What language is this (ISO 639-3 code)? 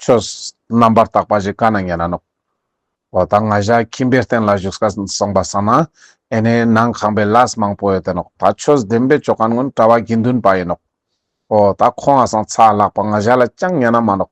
lbj